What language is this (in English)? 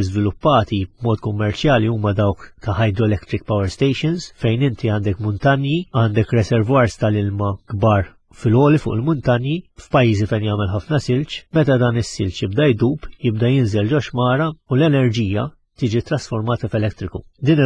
Maltese